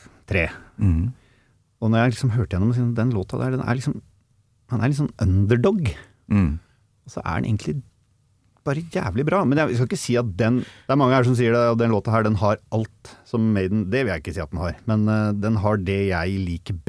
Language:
Norwegian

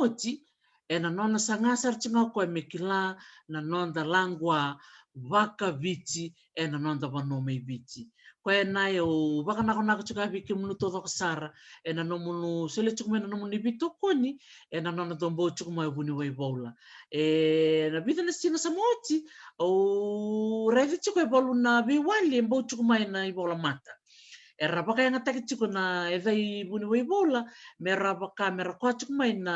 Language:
Fijian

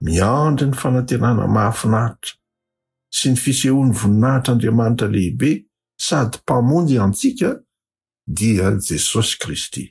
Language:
Malagasy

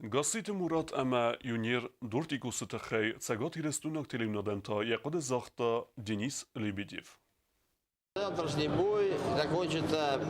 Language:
Ossetic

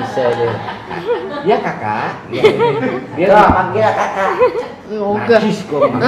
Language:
Betawi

